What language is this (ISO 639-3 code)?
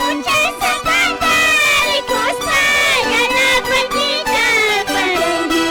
que